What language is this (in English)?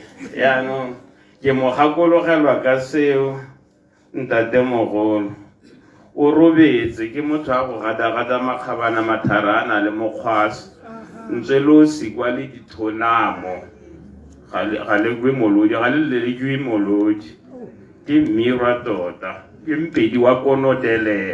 Tswana